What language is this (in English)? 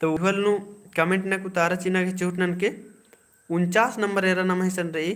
Kurukh